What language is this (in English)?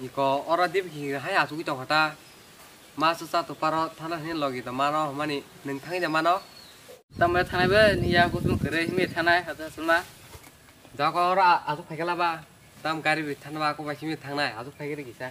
Kok Borok